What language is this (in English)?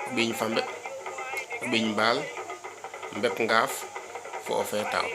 Serer